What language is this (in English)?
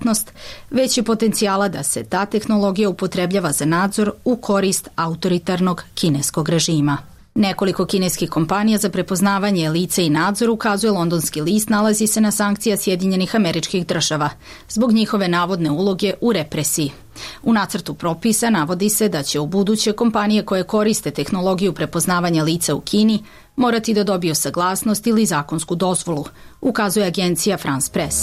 Croatian